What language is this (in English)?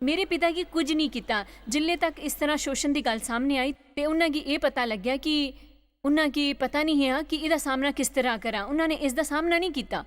Dogri